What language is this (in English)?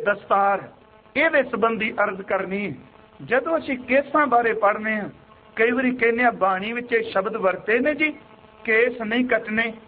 Punjabi